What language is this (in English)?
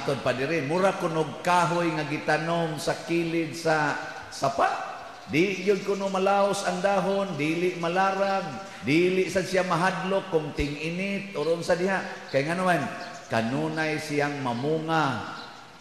Cebuano